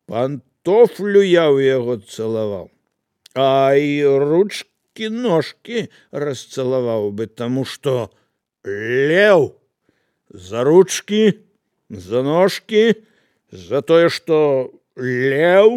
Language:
Belarusian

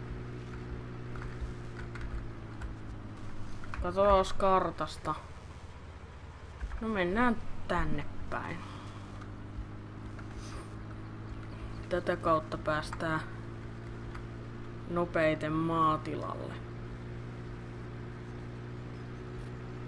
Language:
Finnish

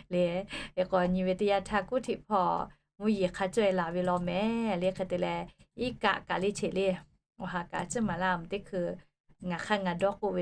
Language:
Lahu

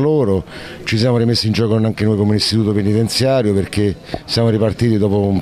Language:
Italian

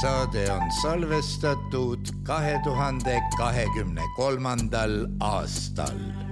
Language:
Estonian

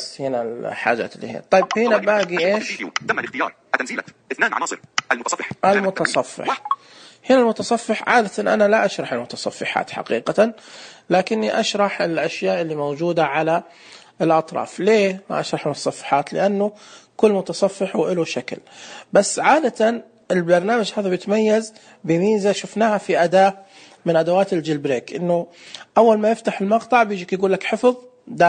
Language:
Najdi Arabic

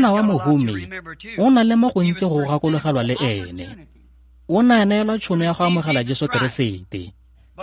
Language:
Tswana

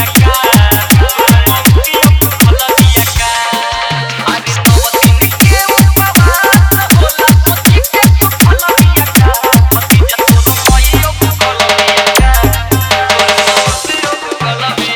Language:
Bhojpuri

